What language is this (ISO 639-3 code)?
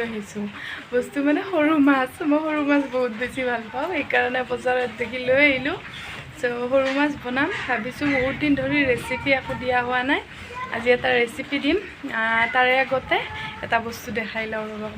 asm